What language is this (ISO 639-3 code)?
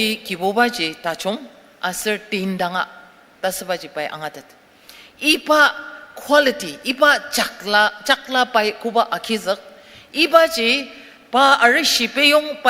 njo